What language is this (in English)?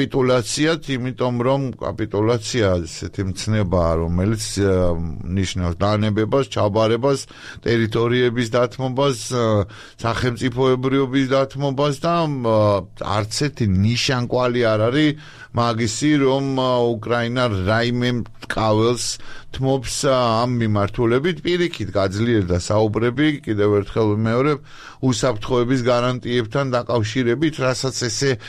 Georgian